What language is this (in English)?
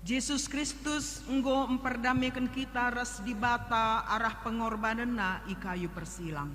Batak Karo